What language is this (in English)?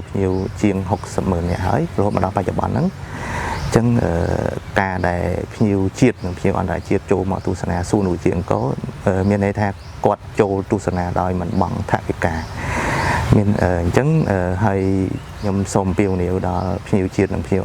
Khmer